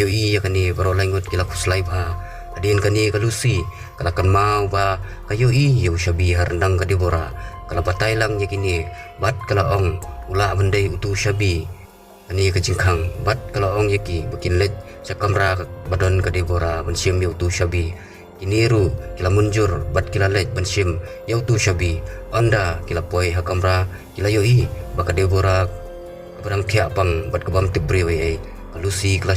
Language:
Khasi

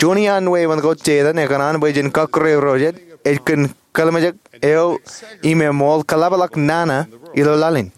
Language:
Marshallese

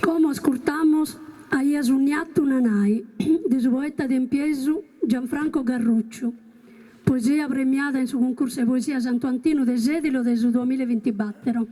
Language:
Sardinian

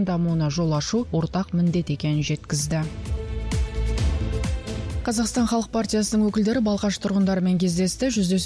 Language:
Kazakh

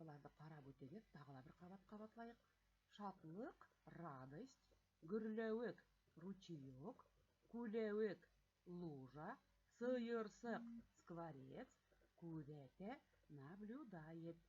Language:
Bashkir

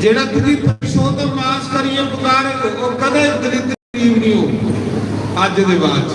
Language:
Dogri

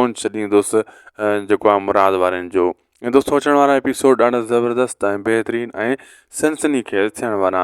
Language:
Sindhi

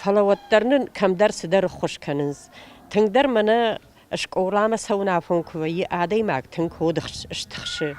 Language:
Ossetic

